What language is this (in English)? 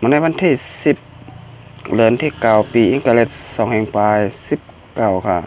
Shan